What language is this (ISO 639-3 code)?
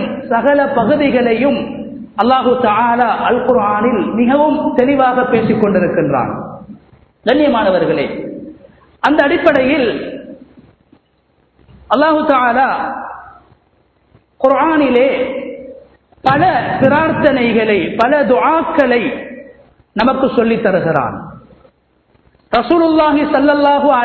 tam